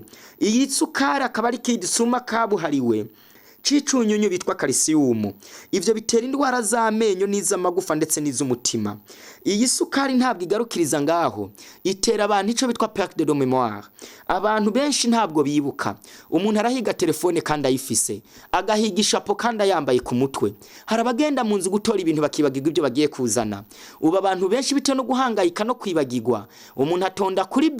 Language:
Rundi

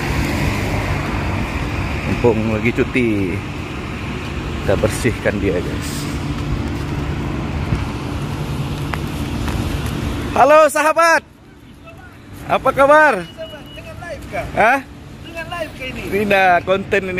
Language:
Indonesian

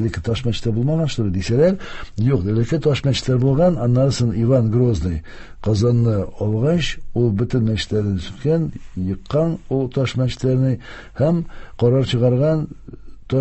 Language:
Tatar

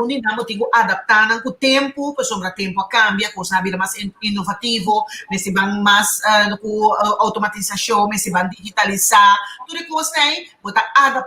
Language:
Papiamento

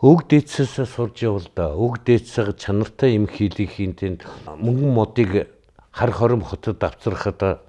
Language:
Mongolian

